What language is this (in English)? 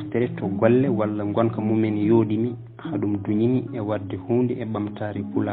Fula